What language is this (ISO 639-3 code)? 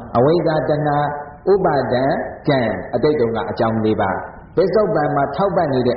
mya